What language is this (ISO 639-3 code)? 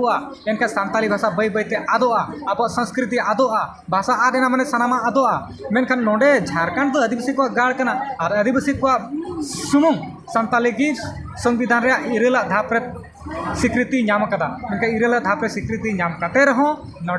sat